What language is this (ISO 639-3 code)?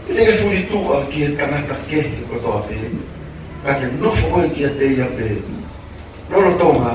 ton